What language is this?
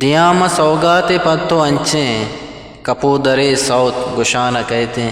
Eastern Balochi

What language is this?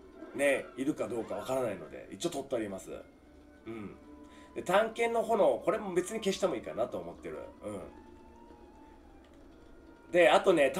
Japanese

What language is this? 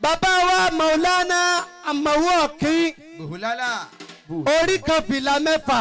Yoruba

